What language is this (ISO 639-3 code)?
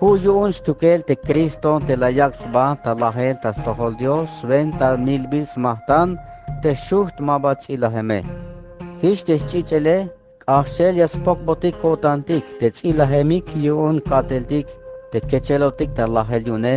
tzh